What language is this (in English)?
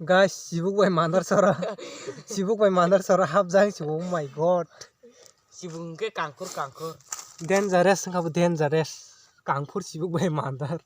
Kok Borok